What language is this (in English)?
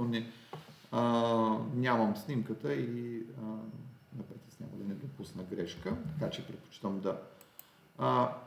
Bulgarian